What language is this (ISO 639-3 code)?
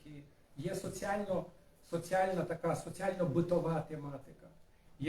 rue